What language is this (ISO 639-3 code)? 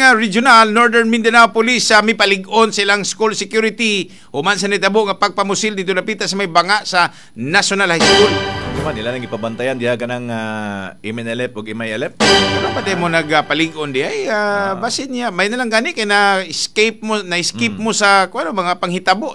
ceb